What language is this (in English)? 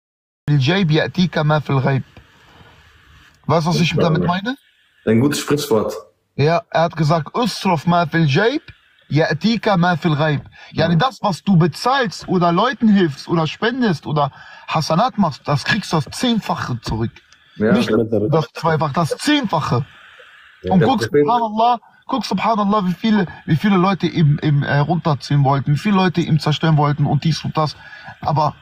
German